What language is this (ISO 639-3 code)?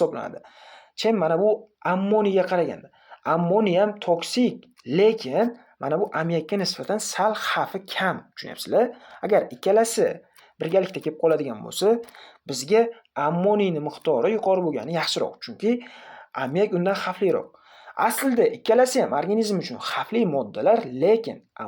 uzb